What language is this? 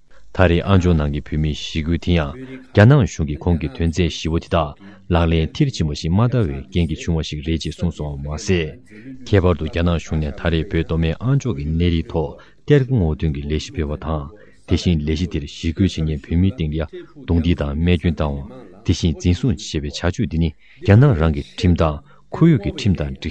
Tibetan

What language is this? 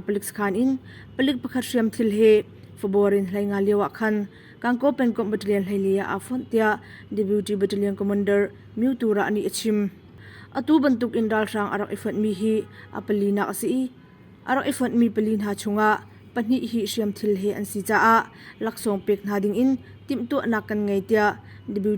Hakha Chin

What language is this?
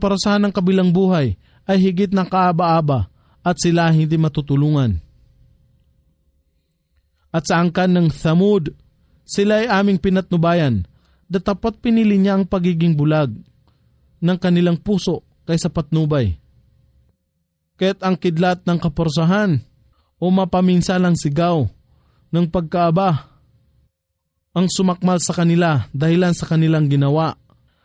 Filipino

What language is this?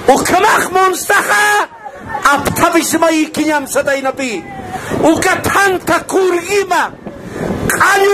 Aymara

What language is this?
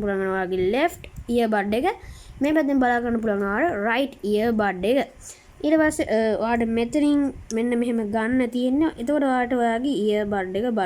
Sinhala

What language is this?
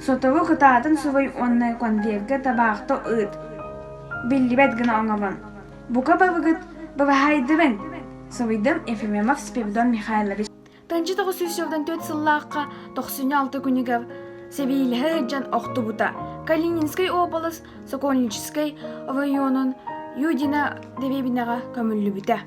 Yakut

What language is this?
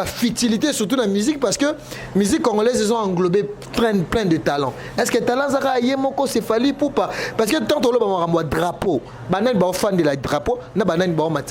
Lingala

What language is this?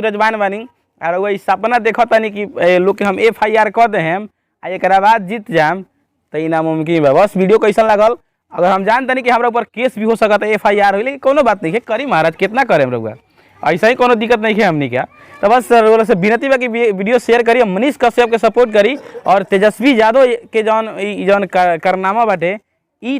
Bhojpuri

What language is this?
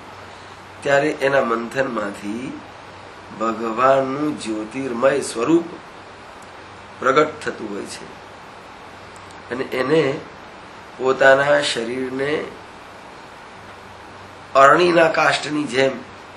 Gujarati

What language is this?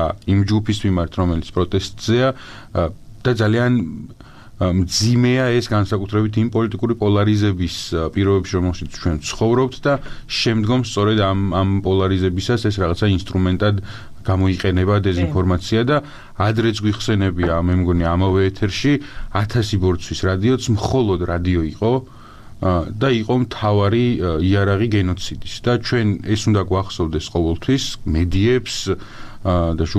Georgian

